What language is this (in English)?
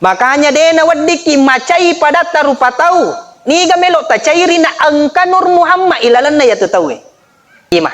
Buginese